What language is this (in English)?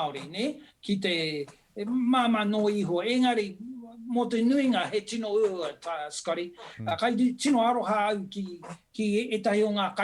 Māori